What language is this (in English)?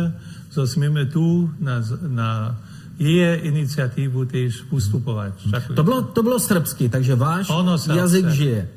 Upper Sorbian